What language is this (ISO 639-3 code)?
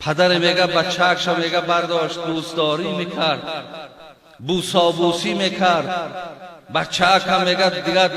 tgk